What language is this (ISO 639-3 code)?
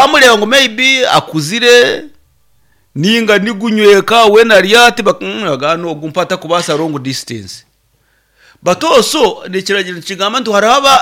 nyn